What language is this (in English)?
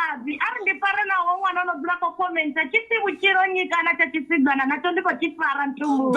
Venda